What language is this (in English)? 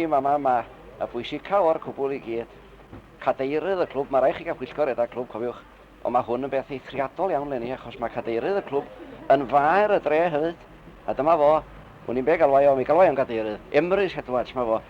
Welsh